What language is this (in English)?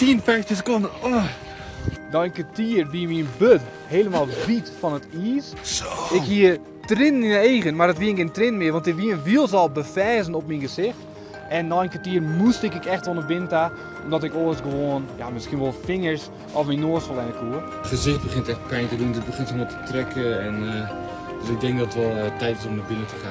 Western Frisian